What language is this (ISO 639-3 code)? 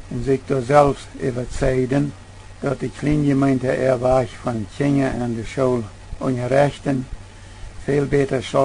pdt